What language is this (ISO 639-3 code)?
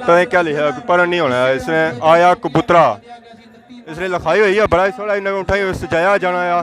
phr